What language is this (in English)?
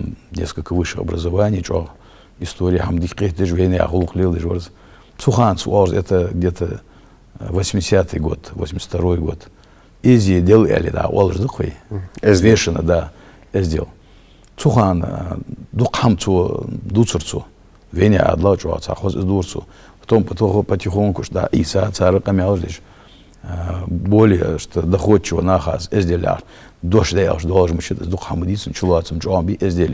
Ingush